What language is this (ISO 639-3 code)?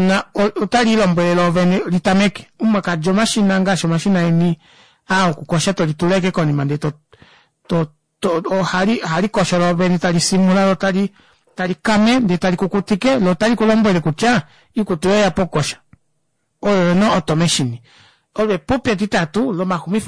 kua